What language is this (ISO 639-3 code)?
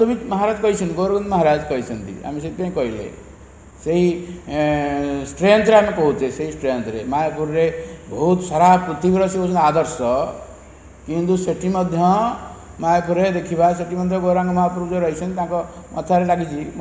ori